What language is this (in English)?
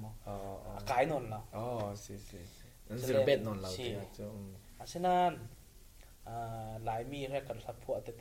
Falam Chin